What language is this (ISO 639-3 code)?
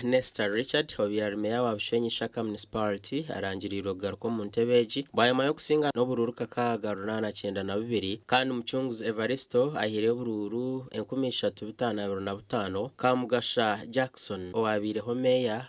nyn